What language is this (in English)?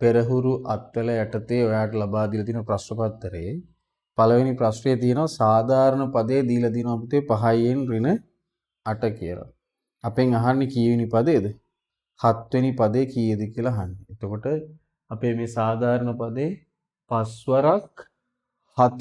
Sinhala